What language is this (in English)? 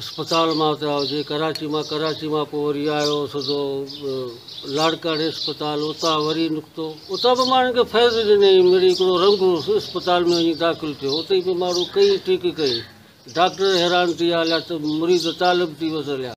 Sindhi